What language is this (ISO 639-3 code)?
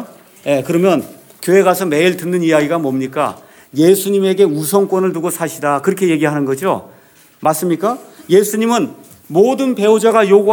kor